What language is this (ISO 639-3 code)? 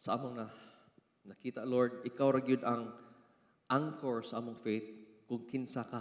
ceb